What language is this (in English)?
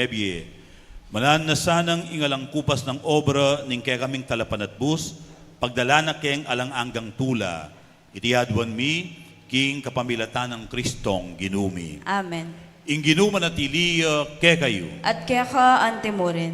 Pampanga